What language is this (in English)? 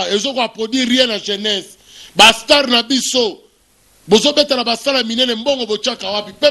Lingala